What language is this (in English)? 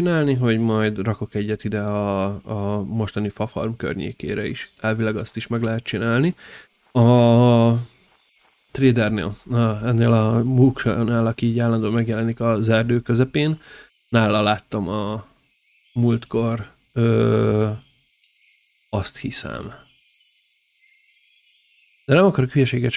Hungarian